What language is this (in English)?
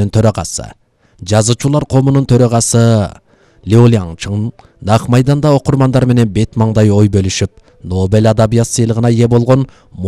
Kyrgyz